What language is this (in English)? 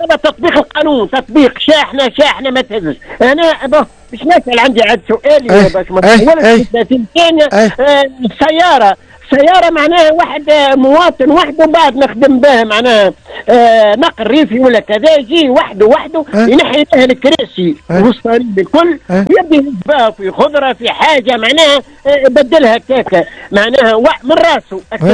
Tunisian Arabic